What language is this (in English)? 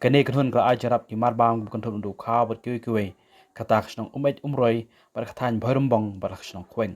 Khasi